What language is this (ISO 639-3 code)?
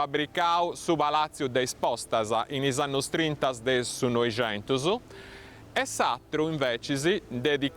srd